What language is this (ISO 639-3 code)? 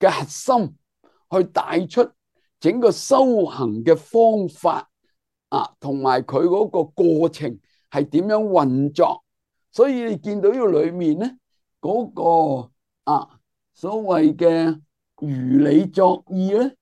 yue